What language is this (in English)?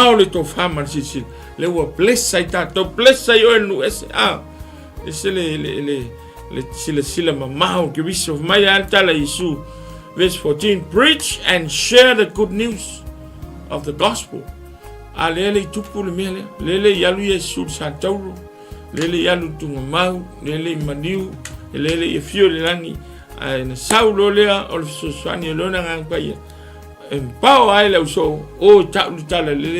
Samoan